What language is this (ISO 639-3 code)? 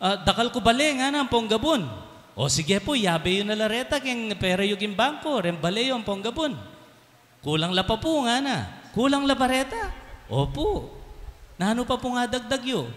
pam